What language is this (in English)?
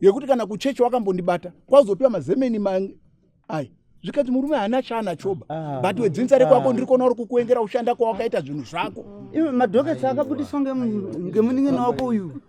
Shona